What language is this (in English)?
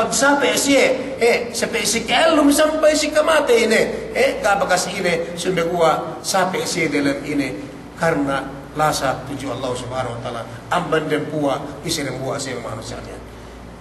Yakan